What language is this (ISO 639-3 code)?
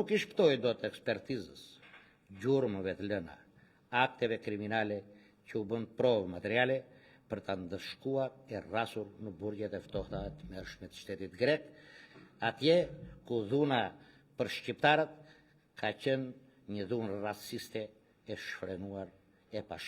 sqi